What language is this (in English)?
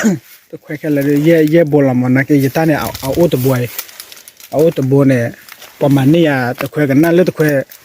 S'gaw Karen